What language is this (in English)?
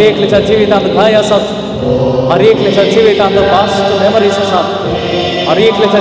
Konkani